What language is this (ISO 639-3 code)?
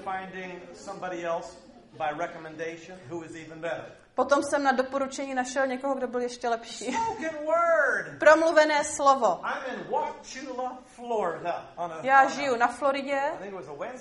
ces